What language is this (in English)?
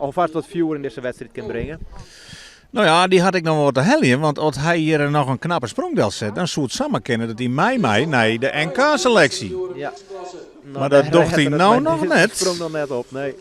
Western Frisian